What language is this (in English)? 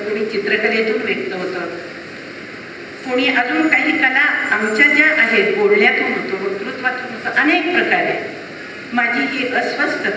Marathi